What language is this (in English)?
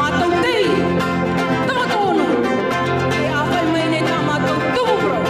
Tahitian